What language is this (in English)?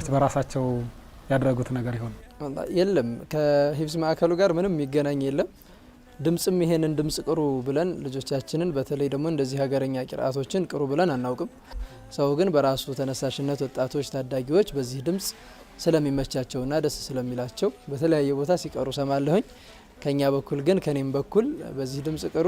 Amharic